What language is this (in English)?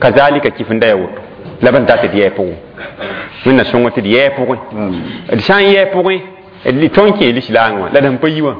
Mossi